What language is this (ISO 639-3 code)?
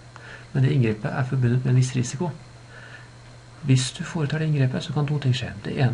nor